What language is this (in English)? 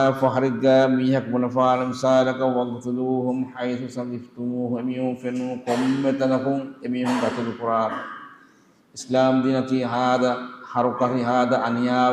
Divehi